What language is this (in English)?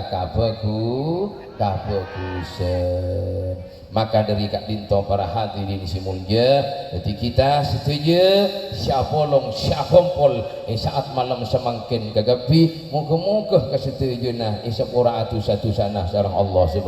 Madurese